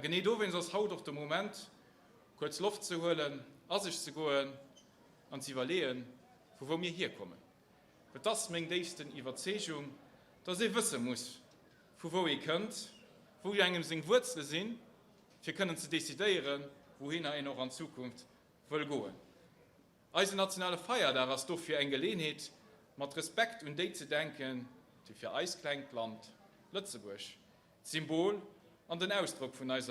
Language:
Luxembourgish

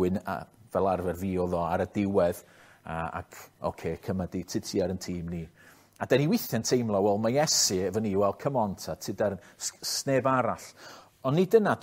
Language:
Welsh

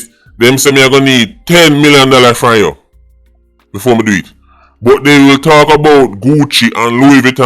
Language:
Jamaican Creole English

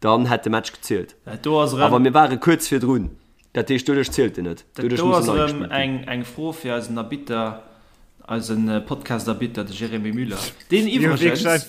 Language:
Luxembourgish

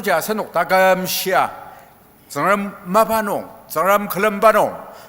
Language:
Ao Naga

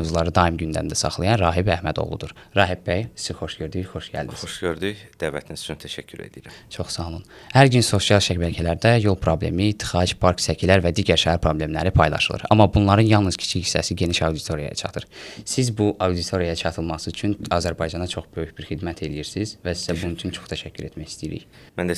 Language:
Azerbaijani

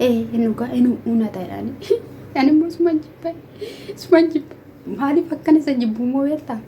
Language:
Oromo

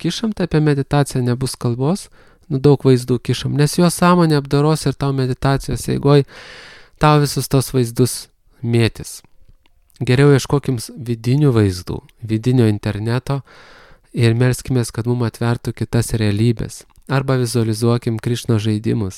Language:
Lithuanian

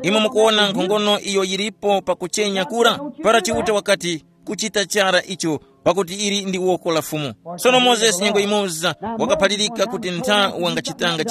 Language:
Tumbuka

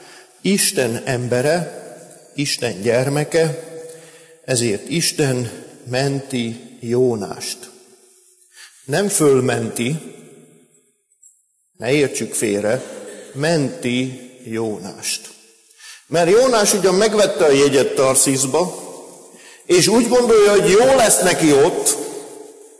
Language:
Hungarian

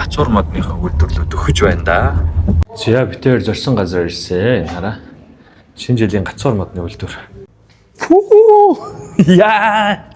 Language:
Mongolian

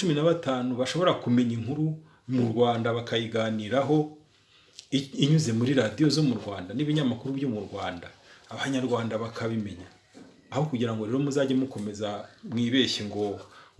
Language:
Kinyarwanda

